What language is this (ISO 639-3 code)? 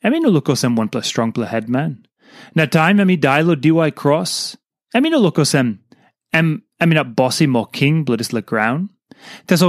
tpi